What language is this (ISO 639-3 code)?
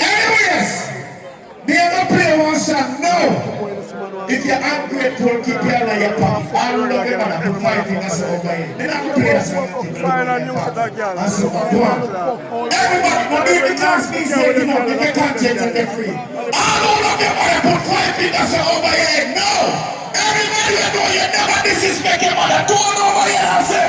jam